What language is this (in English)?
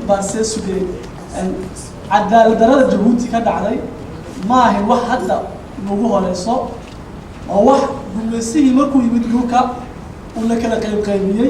Somali